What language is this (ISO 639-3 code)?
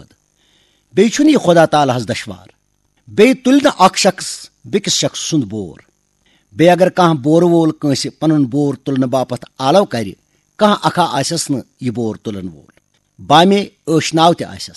kas